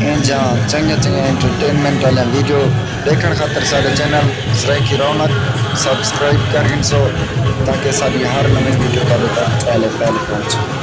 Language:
Saraiki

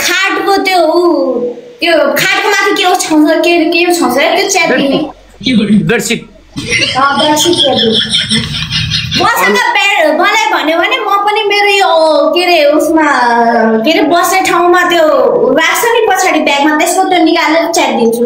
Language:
Nepali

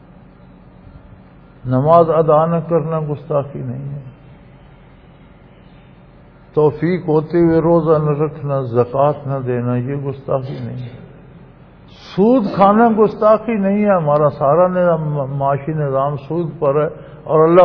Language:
Urdu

